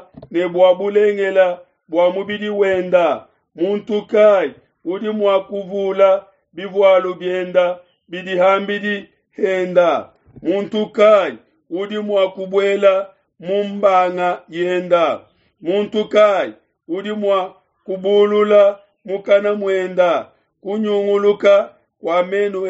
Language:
Luba-Lulua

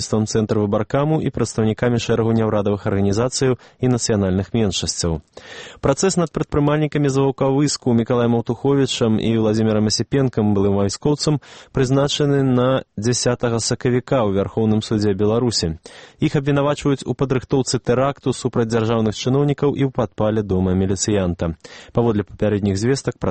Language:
Belarusian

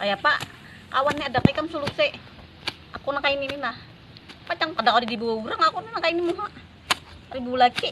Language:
Banjar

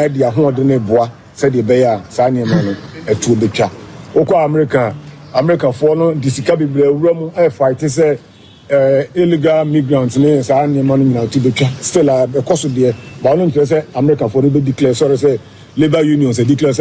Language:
Akan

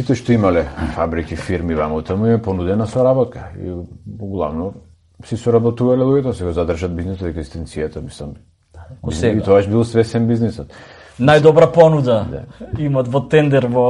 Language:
Macedonian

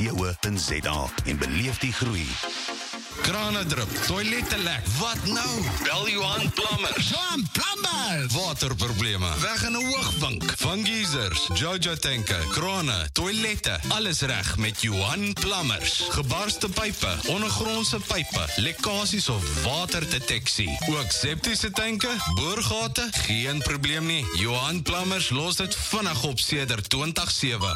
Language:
Afrikaans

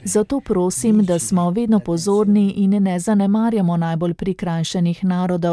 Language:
Slovenian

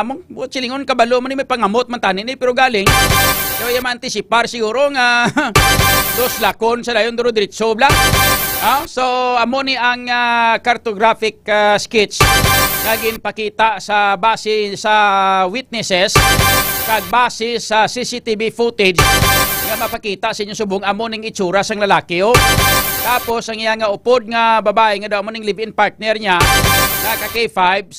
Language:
Hiligaynon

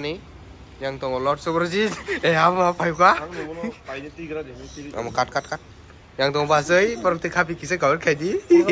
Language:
Kok Borok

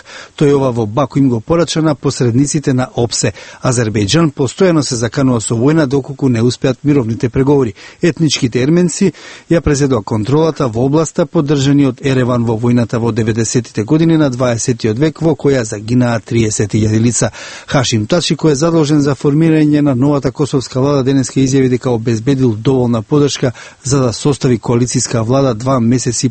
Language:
Macedonian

